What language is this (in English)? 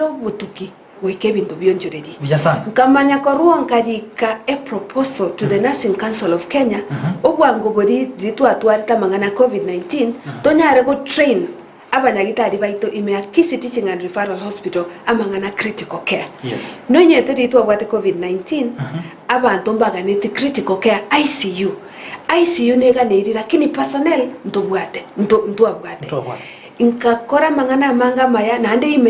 Gusii